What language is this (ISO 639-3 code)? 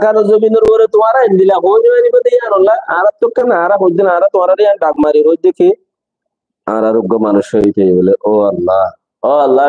rhg